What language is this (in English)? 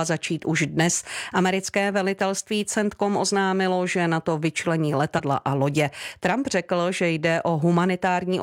Czech